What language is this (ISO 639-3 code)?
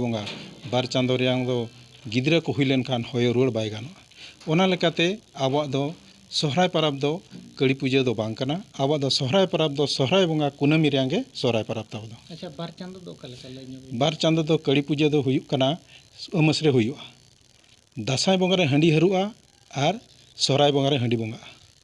sat